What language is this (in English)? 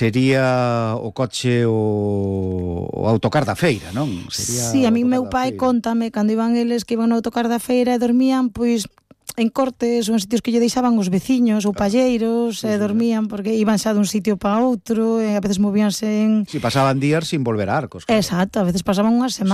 Galician